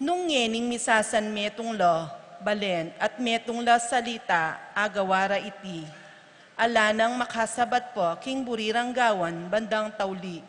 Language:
Pampanga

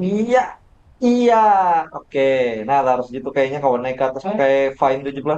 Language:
Banjar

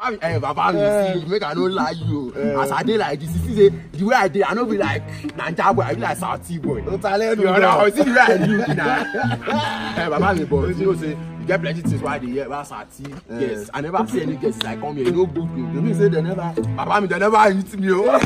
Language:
Nigerian Pidgin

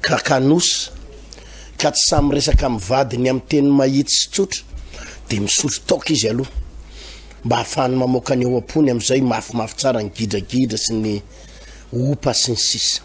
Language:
Malagasy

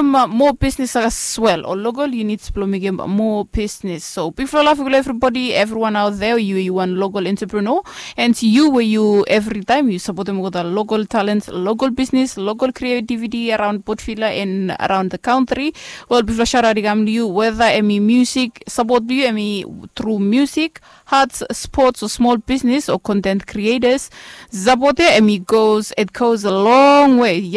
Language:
Bislama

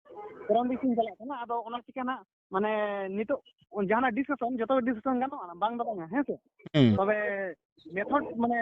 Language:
Santali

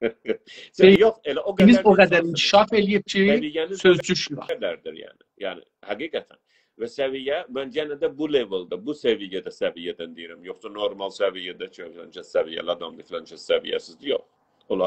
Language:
South Azerbaijani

